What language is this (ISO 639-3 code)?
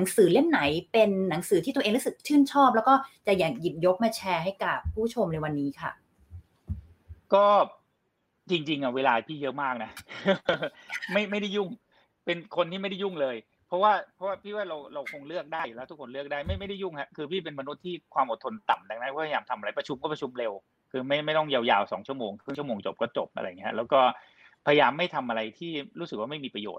tha